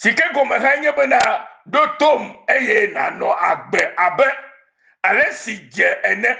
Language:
Ewe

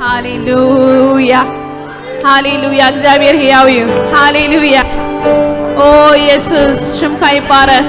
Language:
Tigrinya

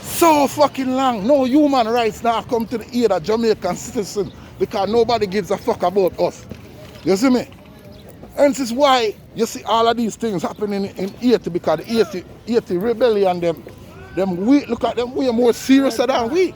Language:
Jamaican Creole English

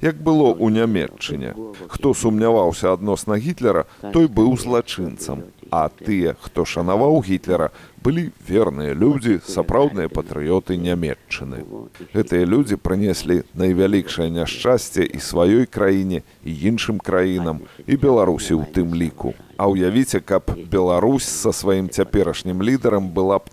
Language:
Belarusian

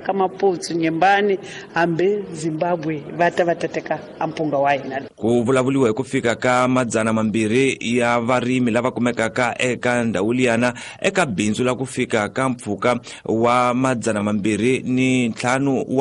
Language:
Tsonga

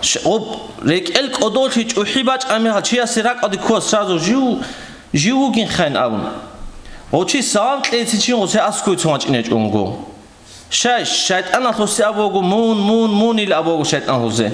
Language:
Avaric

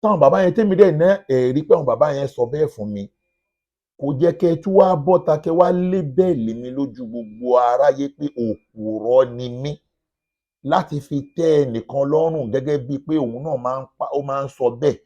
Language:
Yoruba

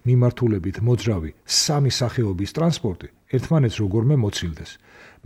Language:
Georgian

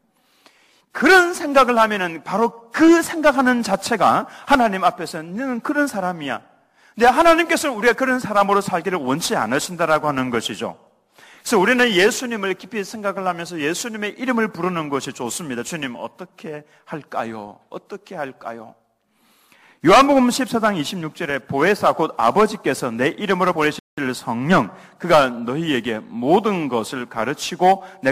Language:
Korean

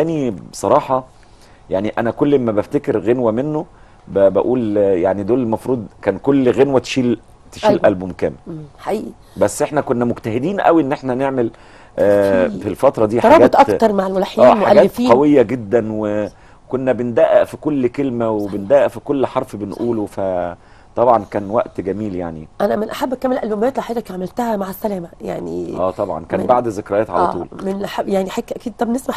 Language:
Egyptian Arabic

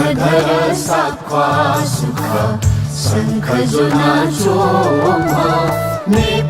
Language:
Newari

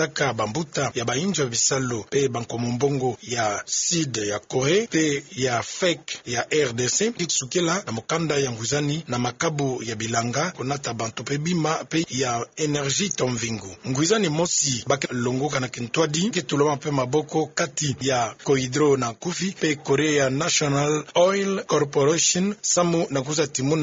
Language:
Kituba (Democratic Republic of Congo)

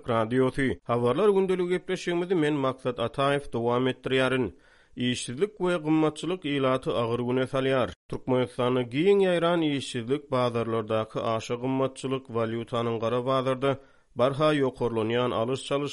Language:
Turkmen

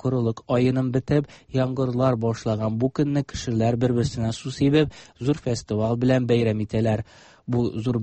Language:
Tatar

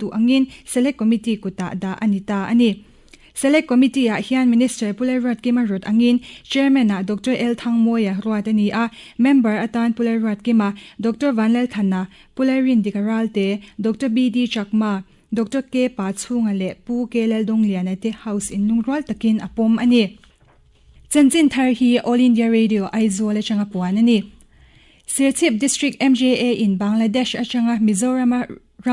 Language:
Mizo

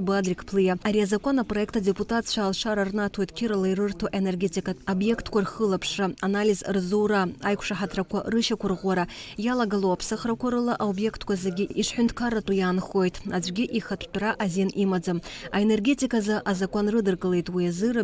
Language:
Abkhazian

